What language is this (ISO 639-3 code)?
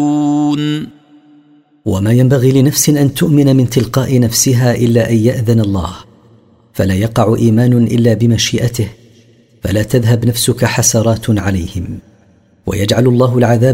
ara